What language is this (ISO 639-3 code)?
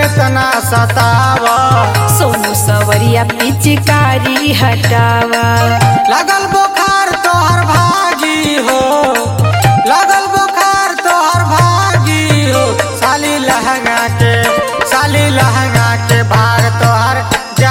bho